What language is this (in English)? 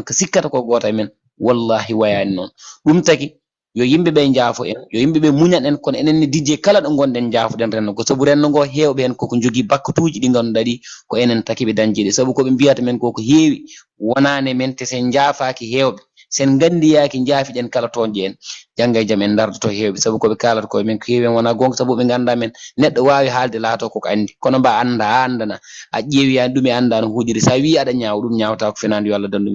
Fula